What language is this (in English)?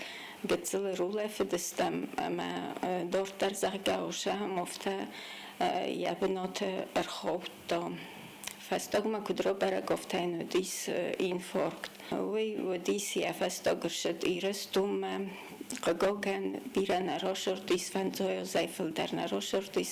Ossetic